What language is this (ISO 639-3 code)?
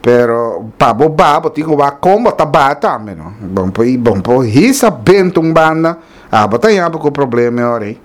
pap